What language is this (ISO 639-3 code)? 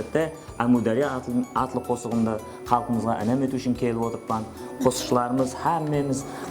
kaa